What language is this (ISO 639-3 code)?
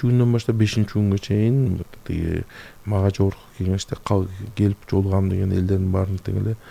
kir